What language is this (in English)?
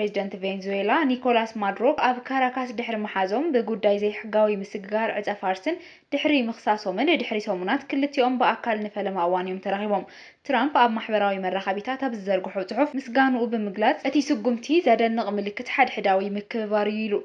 Tigrinya